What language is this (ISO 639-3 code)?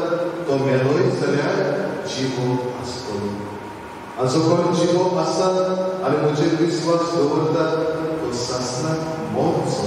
kok